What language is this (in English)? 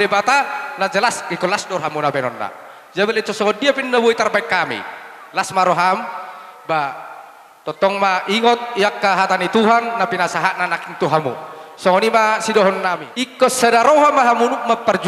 Batak Toba